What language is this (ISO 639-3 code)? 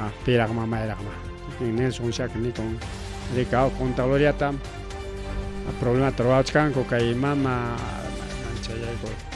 quy